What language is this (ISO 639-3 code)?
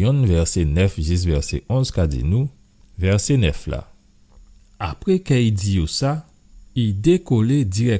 gcf